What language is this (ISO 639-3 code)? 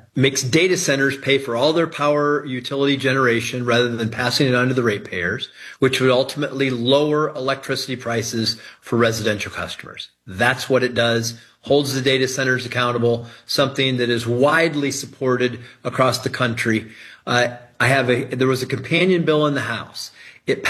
eng